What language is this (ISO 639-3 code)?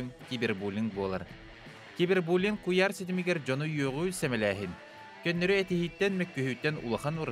sah